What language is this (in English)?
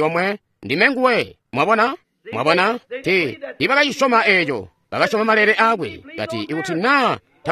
Tonga (Zambia)